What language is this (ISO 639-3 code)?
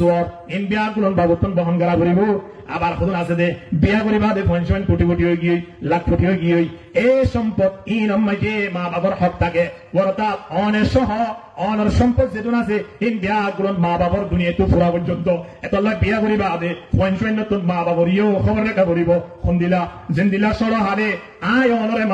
rhg